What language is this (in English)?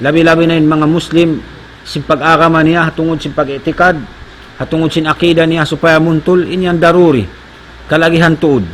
Tausug